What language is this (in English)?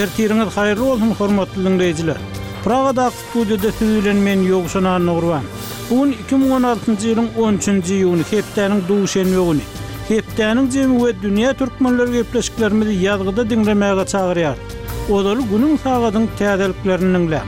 Kyrgyz